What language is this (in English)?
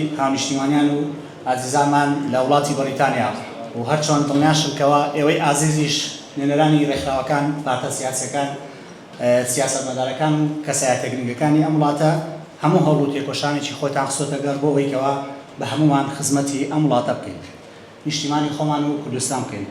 Central Kurdish